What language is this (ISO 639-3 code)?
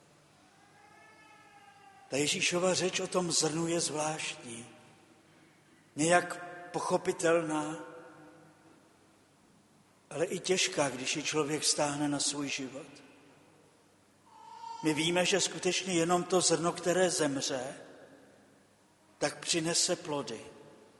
ces